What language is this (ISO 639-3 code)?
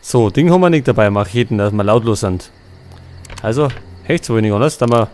bar